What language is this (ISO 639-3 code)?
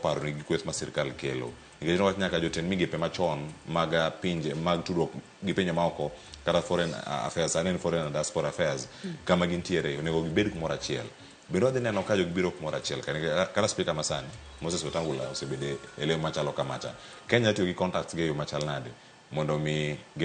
luo